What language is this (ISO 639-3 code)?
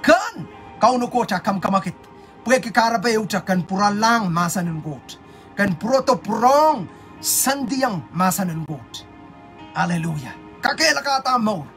pon